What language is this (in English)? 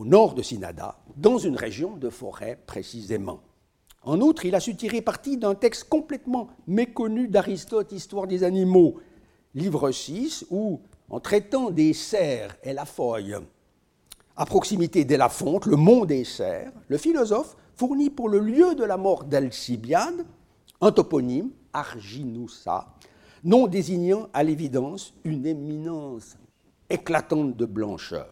French